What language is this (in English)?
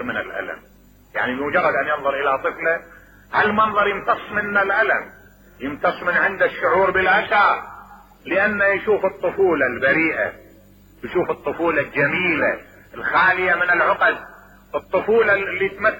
Mesopotamian Arabic